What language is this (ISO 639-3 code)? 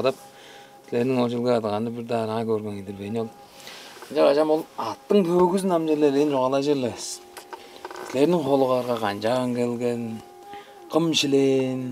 tyv